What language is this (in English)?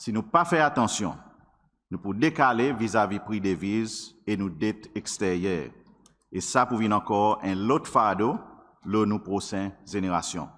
Seselwa Creole French